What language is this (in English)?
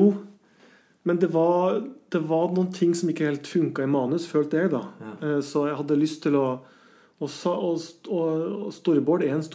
Norwegian